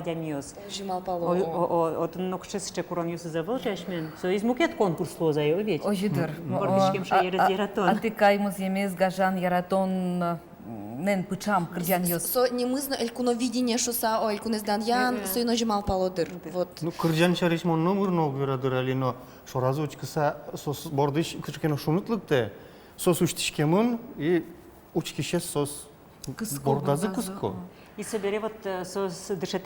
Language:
Udmurt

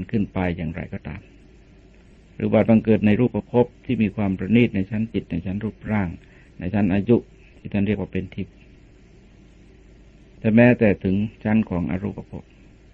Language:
Thai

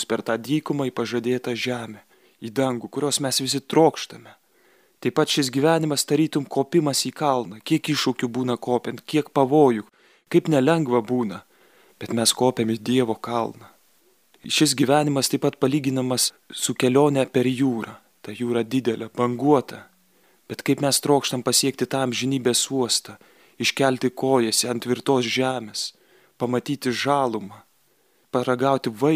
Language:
Lithuanian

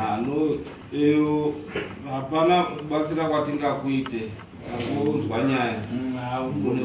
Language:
Shona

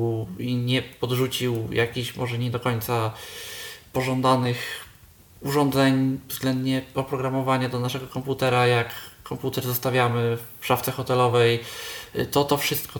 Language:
Polish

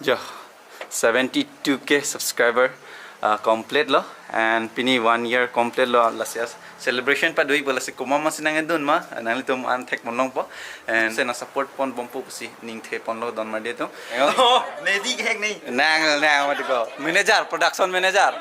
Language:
Karbi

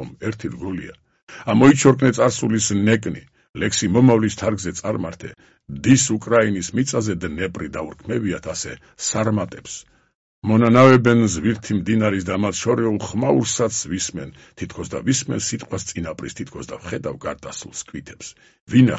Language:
Georgian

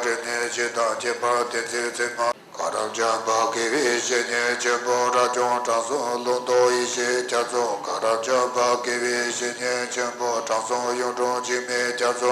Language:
Tibetan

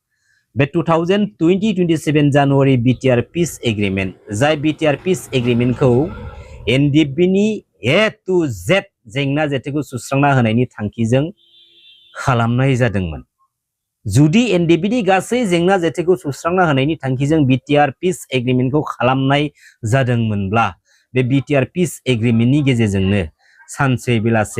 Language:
Bodo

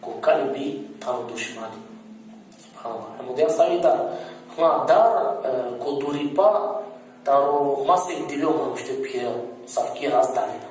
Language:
Balkan Romani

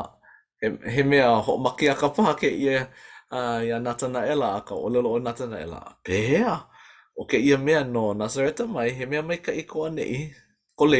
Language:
Hawaiian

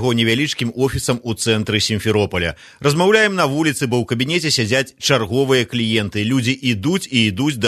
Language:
Belarusian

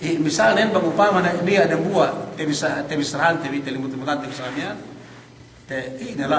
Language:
Yakan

